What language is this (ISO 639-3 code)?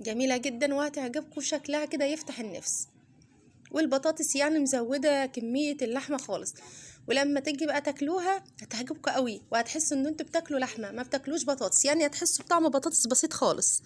arz